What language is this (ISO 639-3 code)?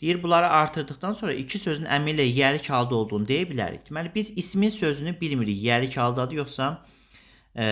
aze